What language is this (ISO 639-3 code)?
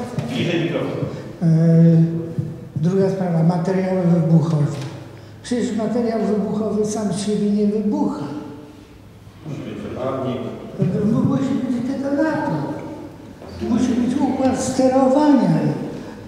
pol